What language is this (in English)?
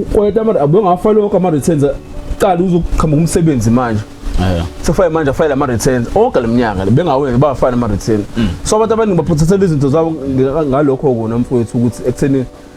Zulu